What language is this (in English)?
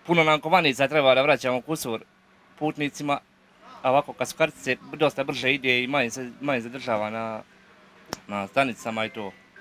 Croatian